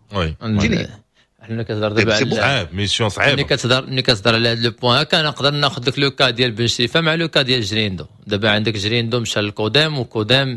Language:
Moroccan Arabic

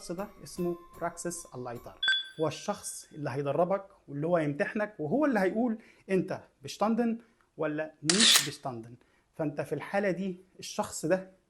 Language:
Egyptian Arabic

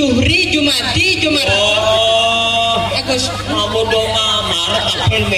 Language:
Madurese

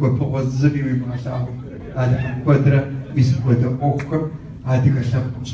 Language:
Kabardian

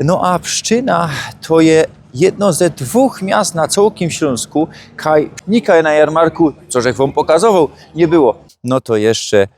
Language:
Silesian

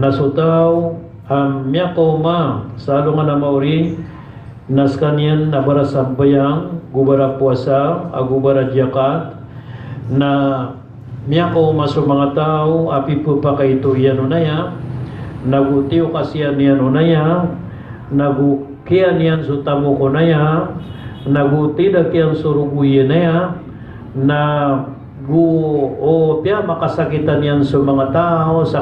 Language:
Maranao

